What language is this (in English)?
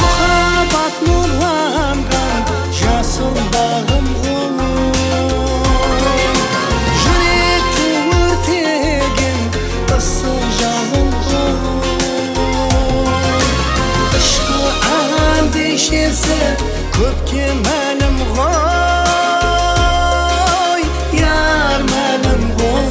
Kara-Kalpak